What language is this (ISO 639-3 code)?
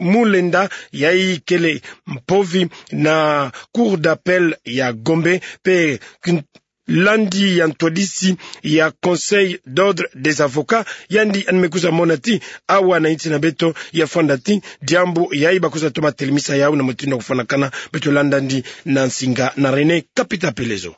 ktu